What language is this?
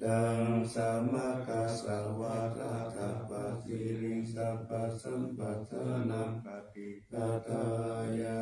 Pali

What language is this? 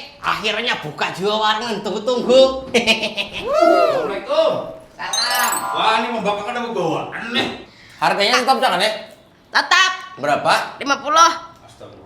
Banjar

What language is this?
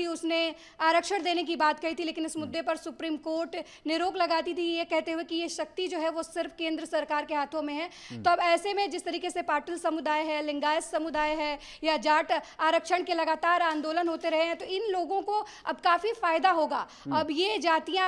Hindi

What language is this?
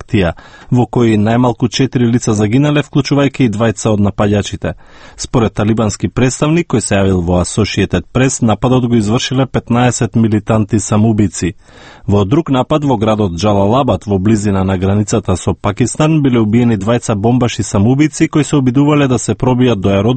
Macedonian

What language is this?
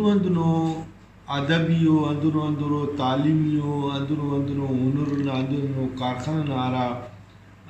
Brahui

